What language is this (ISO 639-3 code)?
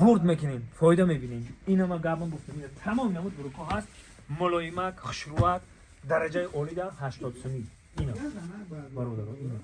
tgk